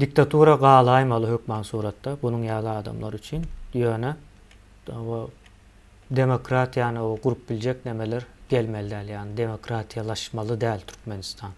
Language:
Turkmen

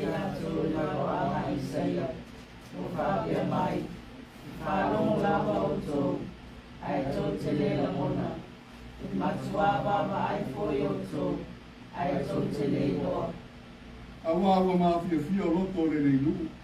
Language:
Samoan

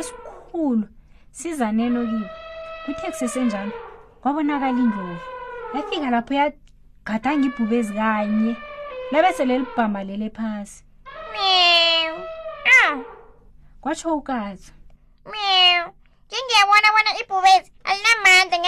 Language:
South Ndebele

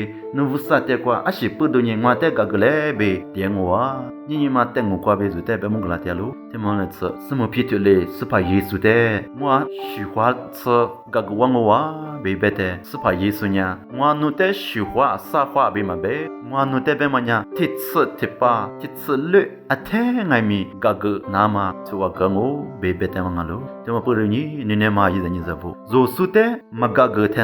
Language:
Lisu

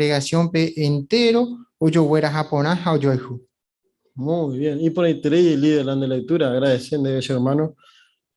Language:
Guarani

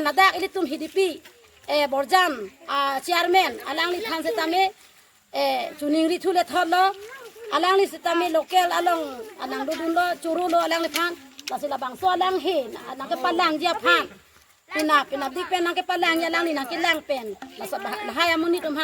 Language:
Karbi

